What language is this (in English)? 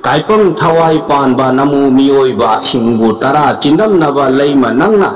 Manipuri